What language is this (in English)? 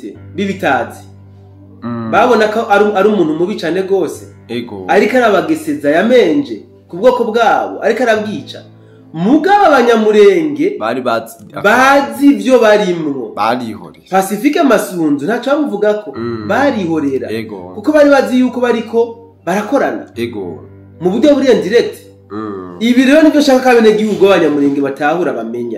Rundi